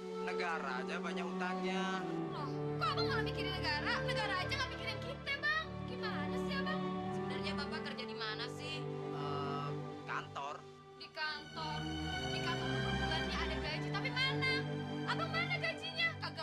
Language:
Betawi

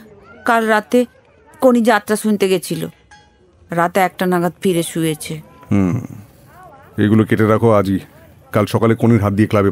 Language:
Bangla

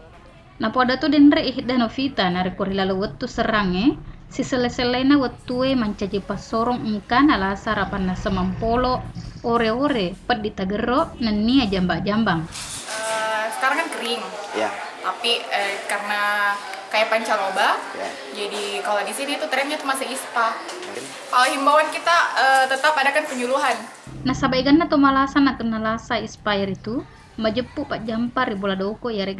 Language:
Buginese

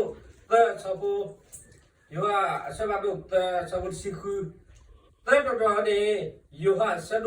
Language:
S'gaw Karen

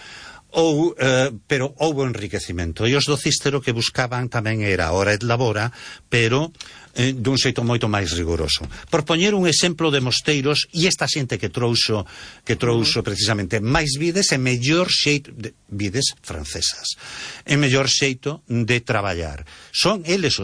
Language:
Galician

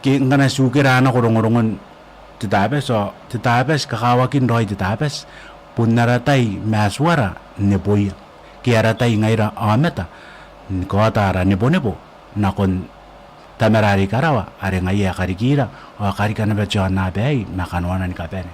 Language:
Gilbertese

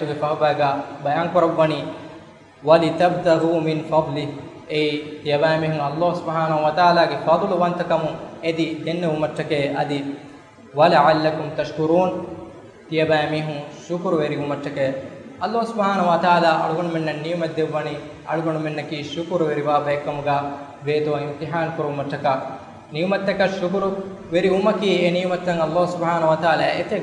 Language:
Divehi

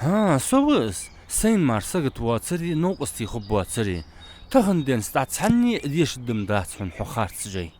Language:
Ingush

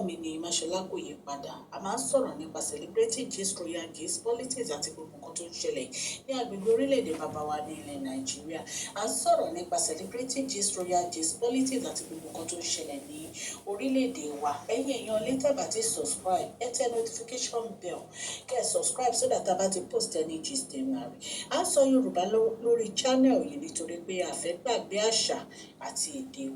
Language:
Yoruba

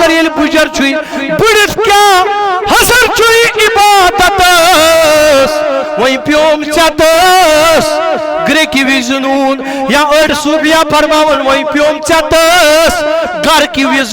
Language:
Kashmiri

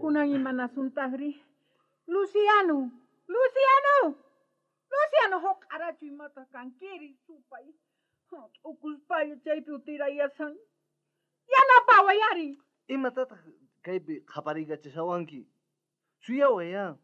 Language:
South Bolivian Quechua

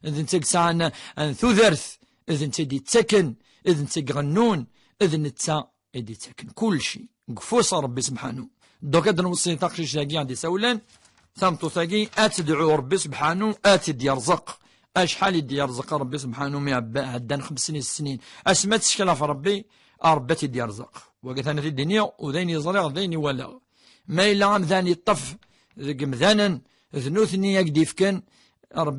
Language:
Kabyle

